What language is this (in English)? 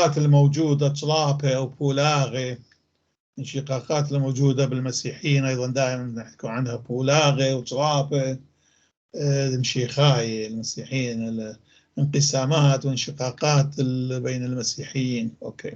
North Levantine Arabic